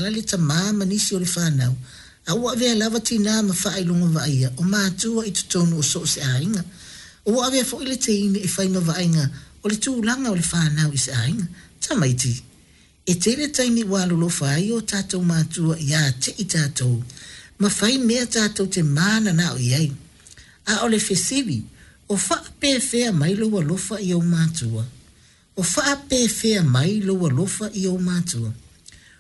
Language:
Samoan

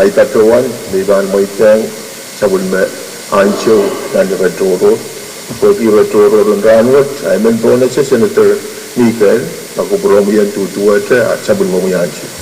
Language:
Pohnpeian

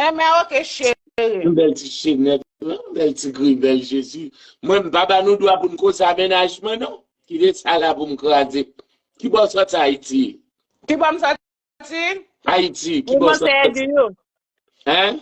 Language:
Haitian Creole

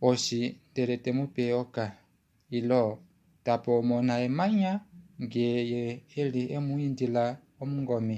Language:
Kuanyama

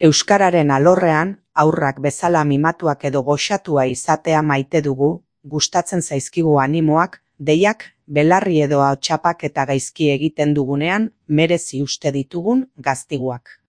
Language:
Basque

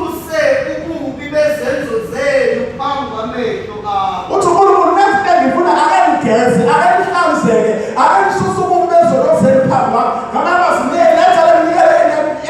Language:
Zulu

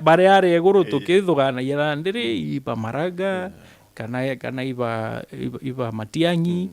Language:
Meru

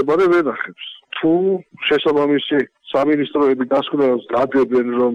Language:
Georgian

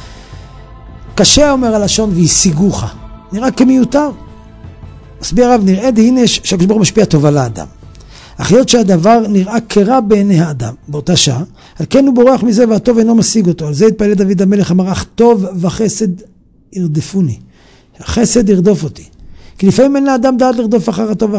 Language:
Hebrew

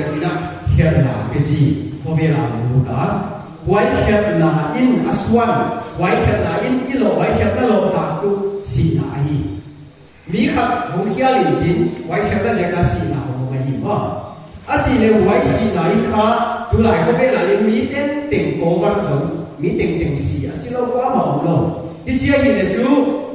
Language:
Paite Chin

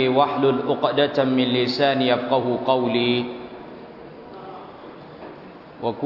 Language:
Thai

